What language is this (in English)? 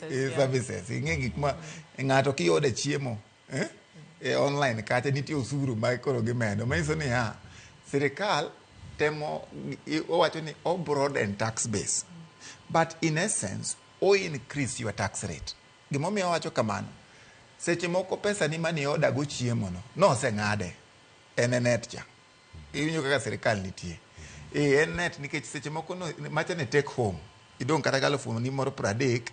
Luo (Kenya and Tanzania)